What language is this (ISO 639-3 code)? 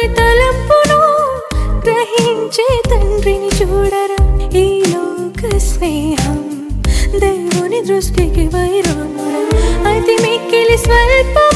tel